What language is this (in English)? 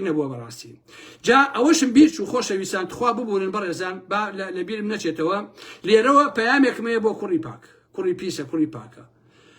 Central Kurdish